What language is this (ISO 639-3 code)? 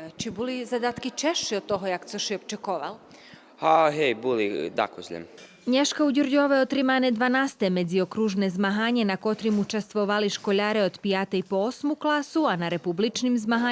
rue